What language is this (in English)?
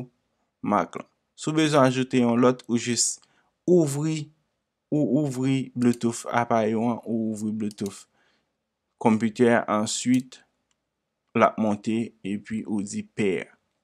Haitian Creole